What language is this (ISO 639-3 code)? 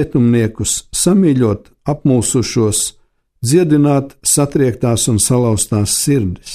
lav